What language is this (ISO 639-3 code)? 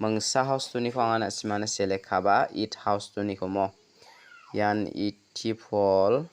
grt